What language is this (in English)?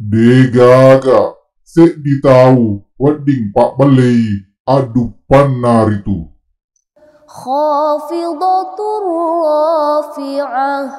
Buginese